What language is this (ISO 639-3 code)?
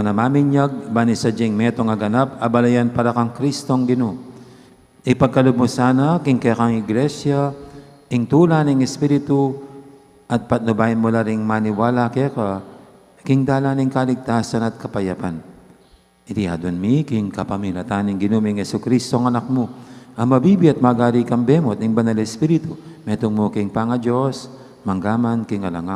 pam